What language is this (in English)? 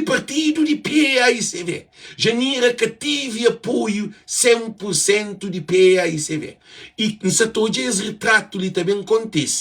Kabuverdianu